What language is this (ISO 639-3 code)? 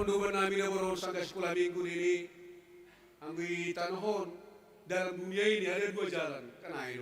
bts